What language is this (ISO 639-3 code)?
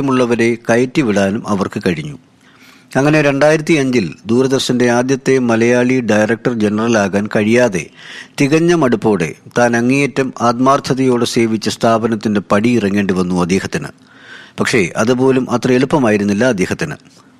mal